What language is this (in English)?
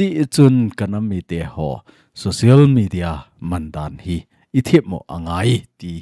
Thado Chin